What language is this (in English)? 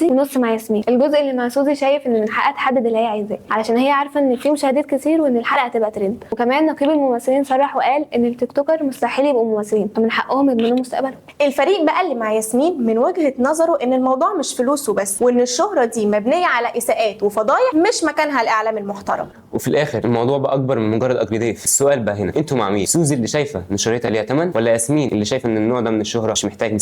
Egyptian Arabic